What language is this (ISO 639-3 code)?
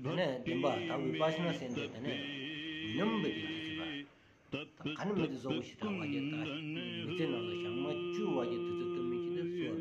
sbu